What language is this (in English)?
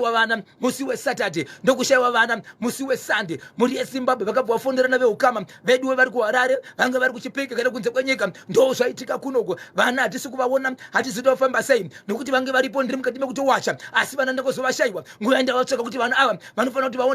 Shona